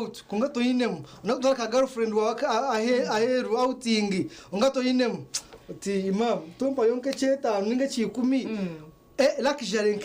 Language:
Nyankole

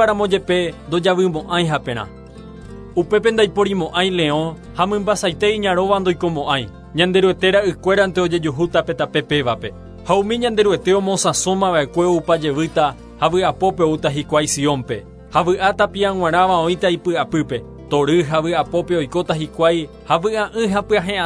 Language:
Guarani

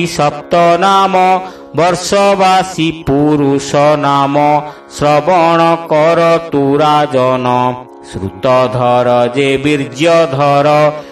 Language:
Odia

